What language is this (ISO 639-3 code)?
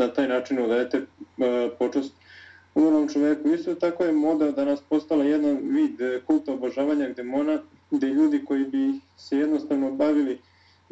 srp